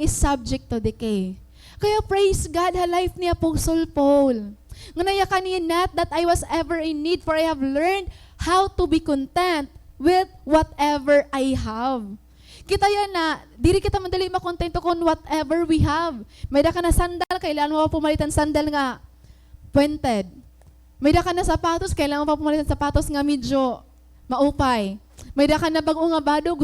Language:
Waray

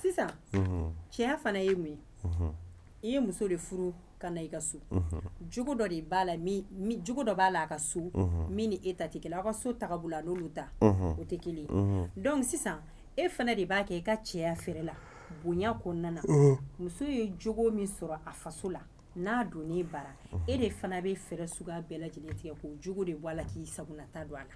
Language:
Bambara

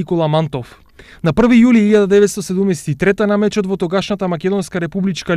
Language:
Macedonian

